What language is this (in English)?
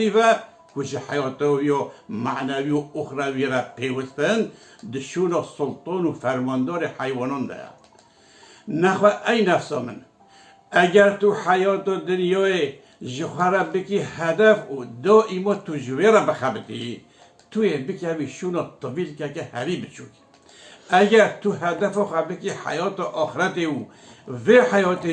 Kurdish